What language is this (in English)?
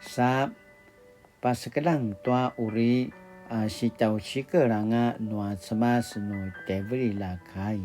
Paiwan